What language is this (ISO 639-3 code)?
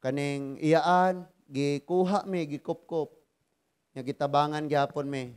ceb